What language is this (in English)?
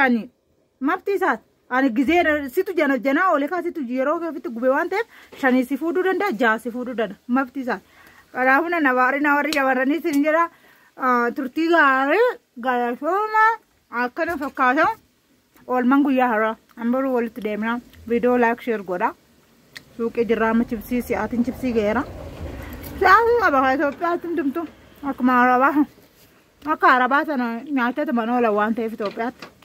Oromo